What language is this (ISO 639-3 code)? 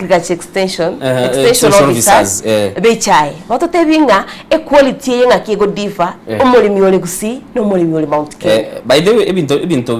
guz